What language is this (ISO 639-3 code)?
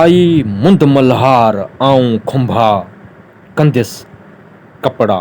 snd